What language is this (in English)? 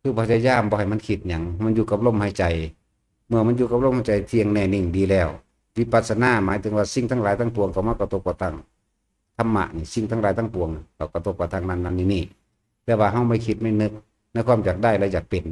Northeastern Thai